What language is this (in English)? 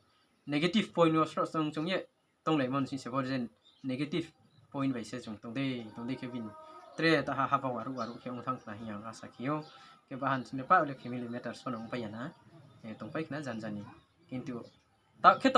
Riang (India)